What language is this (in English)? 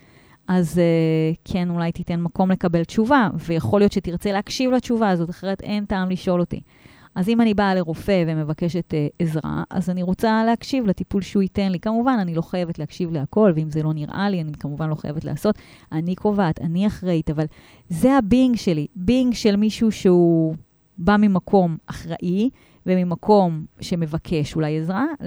Hebrew